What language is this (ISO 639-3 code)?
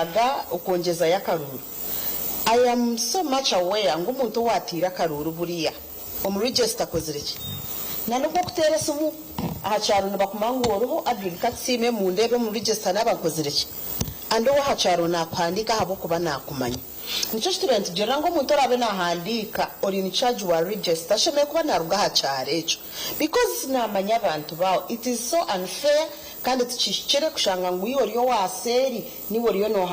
nyn